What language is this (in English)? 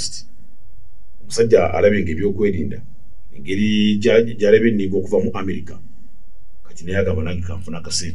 Ganda